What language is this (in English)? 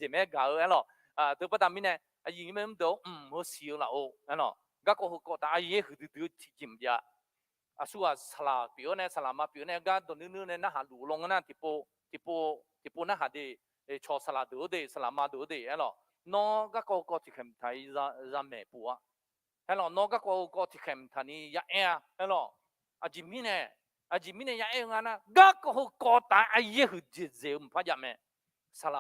Akha